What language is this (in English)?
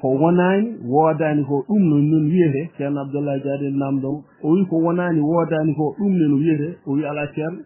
Fula